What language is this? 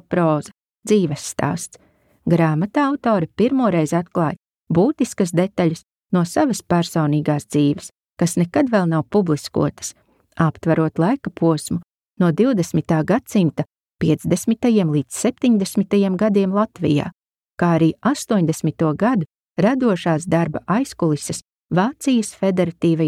Latvian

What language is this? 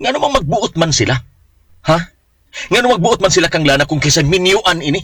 Cebuano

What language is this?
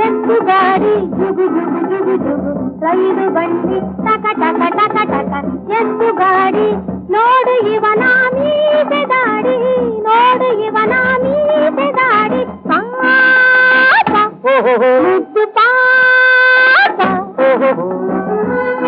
Kannada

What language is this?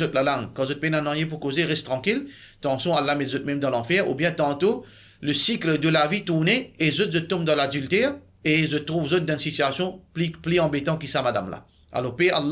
Morisyen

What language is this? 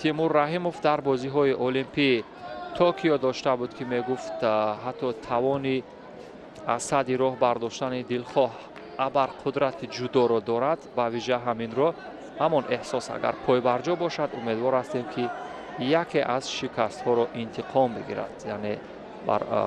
Tajik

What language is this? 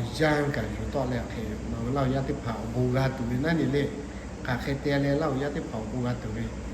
Lahu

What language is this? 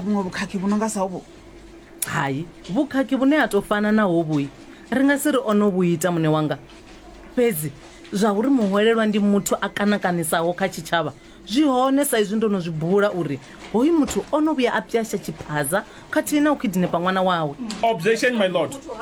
Venda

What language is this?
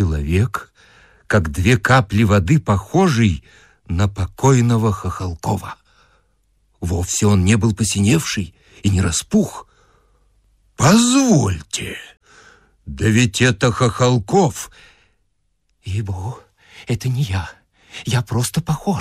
Russian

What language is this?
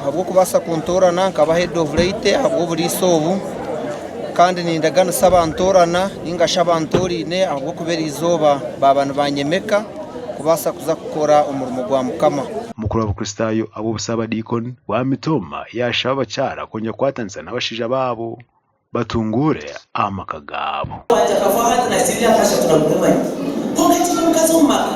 Nyankole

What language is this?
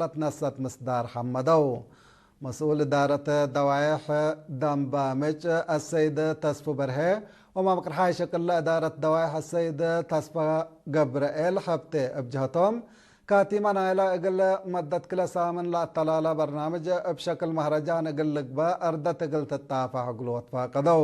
Tigre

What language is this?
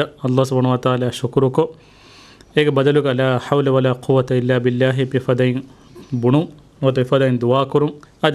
Divehi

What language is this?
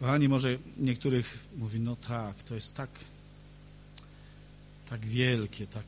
Polish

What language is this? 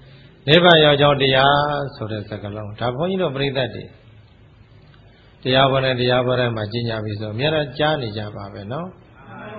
Burmese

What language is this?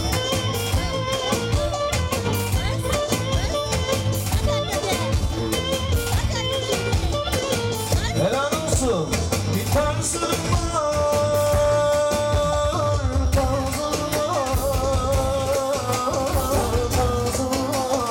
Turkish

